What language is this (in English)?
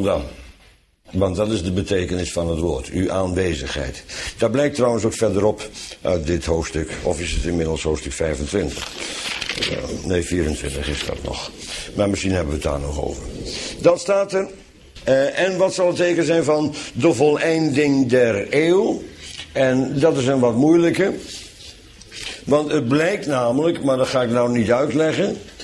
Dutch